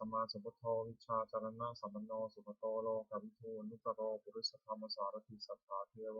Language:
Pali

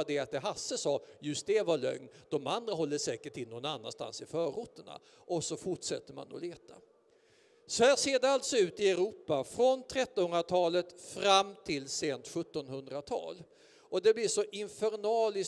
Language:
Swedish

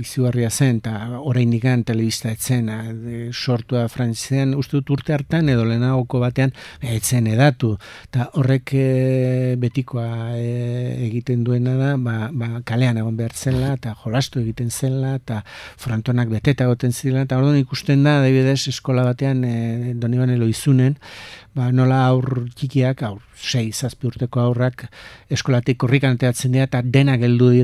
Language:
Basque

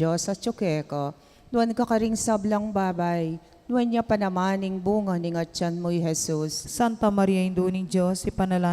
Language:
Pampanga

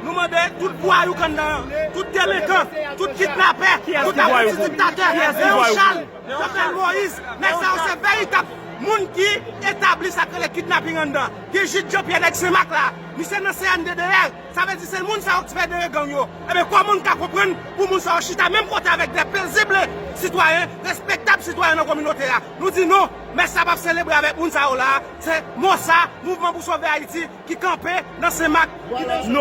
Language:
Haitian Creole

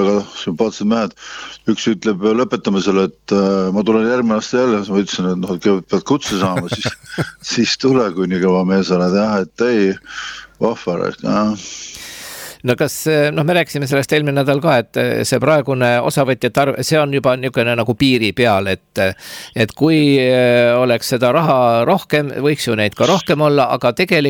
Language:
Estonian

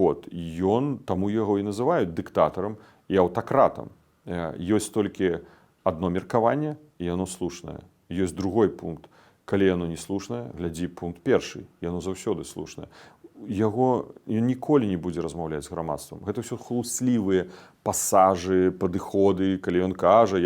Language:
Belarusian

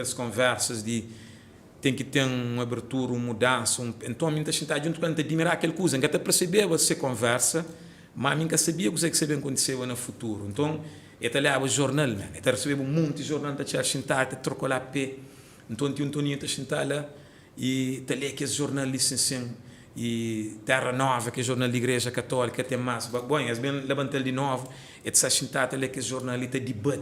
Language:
Kabuverdianu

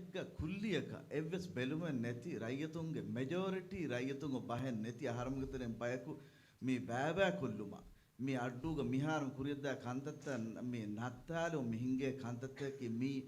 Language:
Divehi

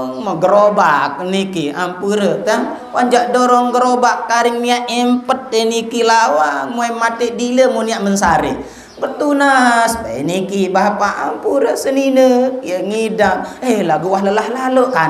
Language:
Sasak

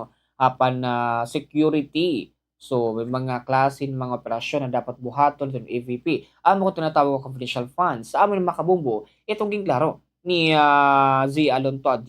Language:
Waray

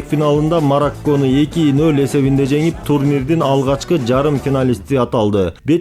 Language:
Kyrgyz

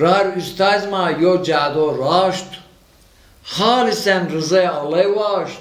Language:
Zaza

